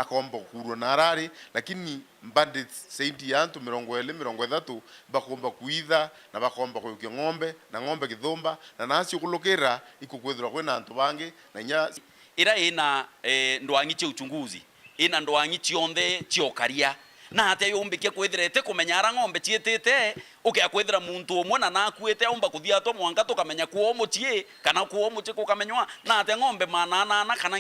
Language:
Meru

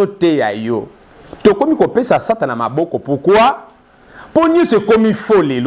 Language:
Lingala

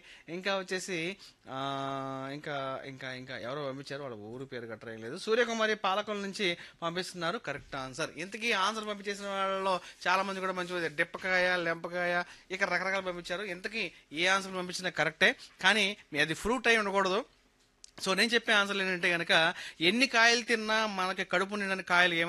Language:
Telugu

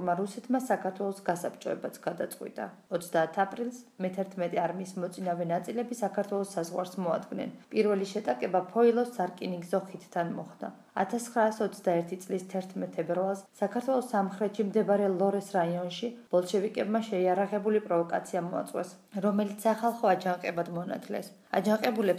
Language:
Georgian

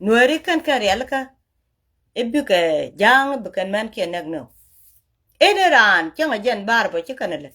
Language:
Nuer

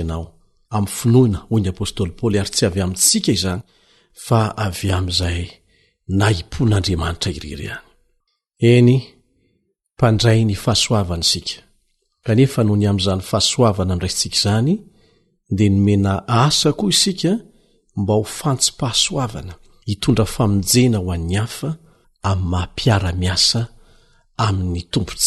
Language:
Malagasy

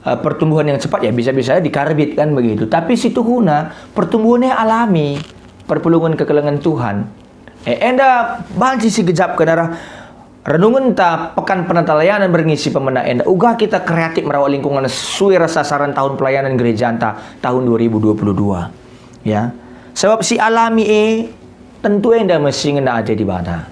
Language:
Batak Karo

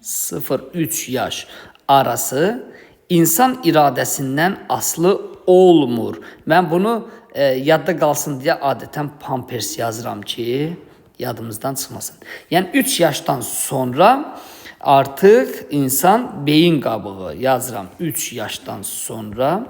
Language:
Azerbaijani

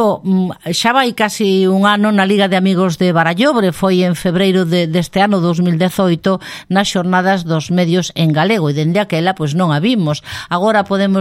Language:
Galician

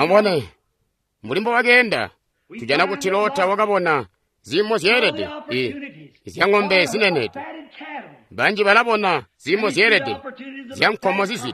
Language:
Tonga (Zambia)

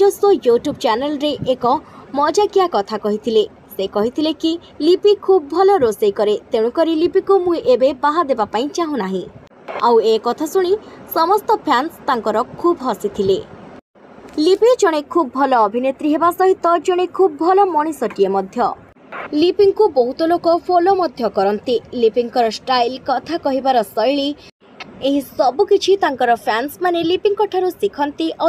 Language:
Odia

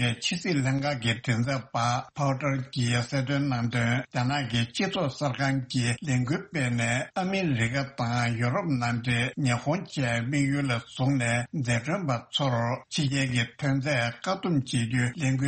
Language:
Tibetan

